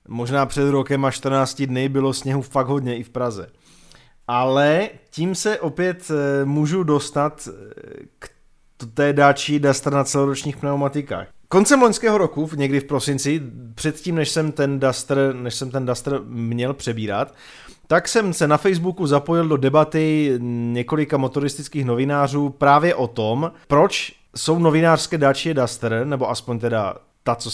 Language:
Czech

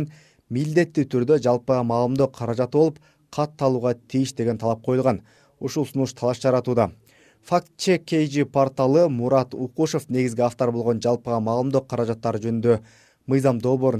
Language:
Kyrgyz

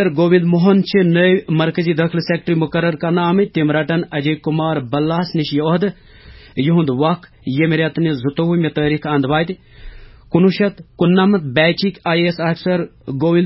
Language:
Kashmiri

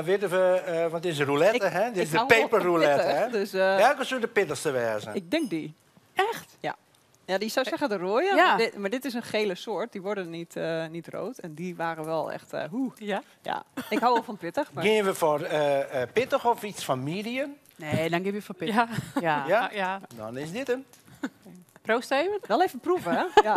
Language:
Western Frisian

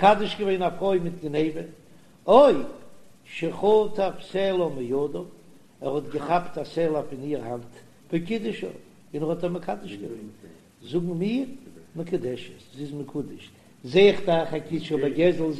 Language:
Yiddish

